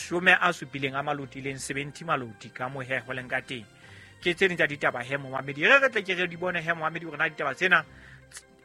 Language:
Southern Sotho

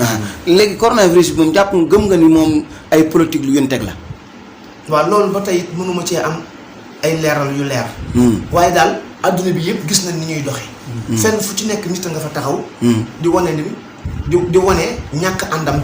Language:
Wolof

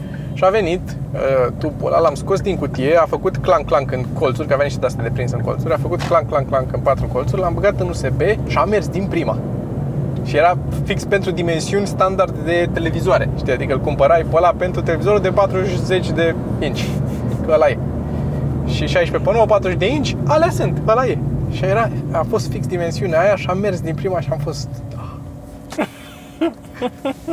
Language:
Romanian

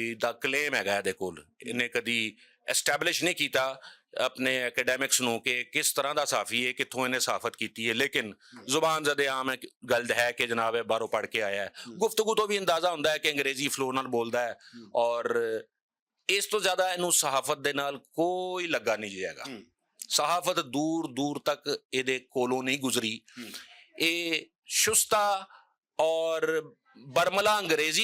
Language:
Western Panjabi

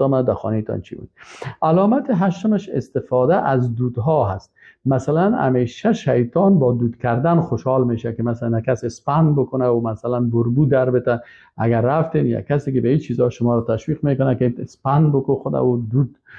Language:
Persian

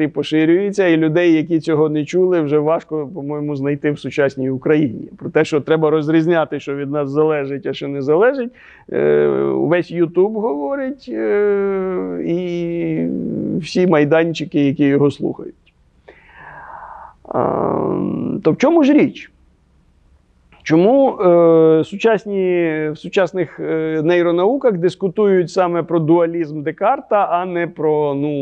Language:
Ukrainian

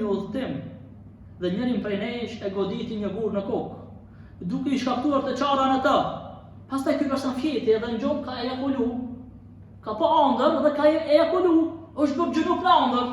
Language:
Albanian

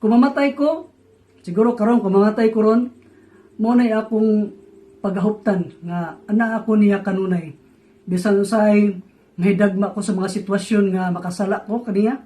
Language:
Cebuano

